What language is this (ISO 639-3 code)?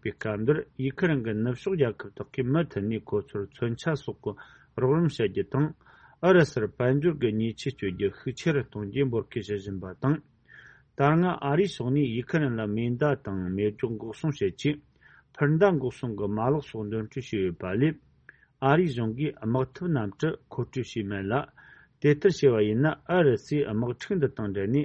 bod